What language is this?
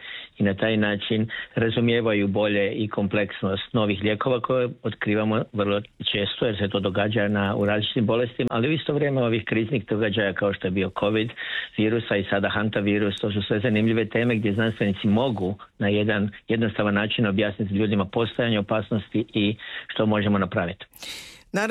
Croatian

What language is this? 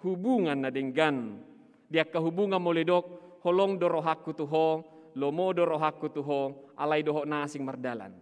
Batak Toba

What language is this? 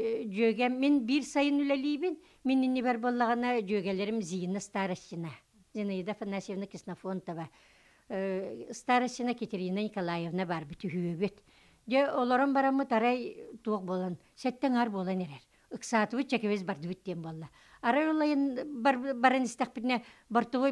Yakut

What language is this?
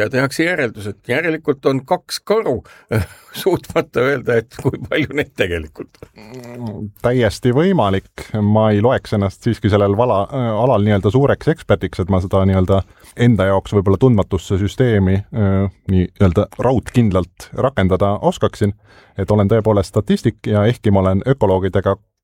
Estonian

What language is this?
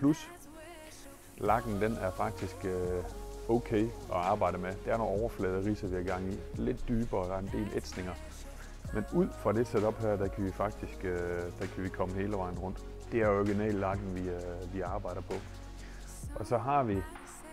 Danish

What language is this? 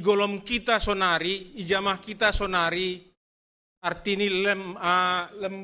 Batak Simalungun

